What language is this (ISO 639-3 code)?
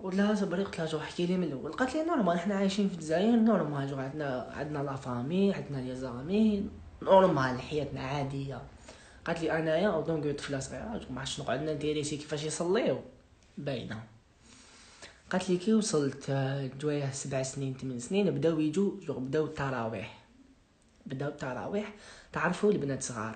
arq